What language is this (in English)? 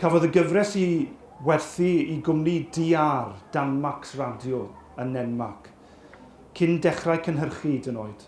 Welsh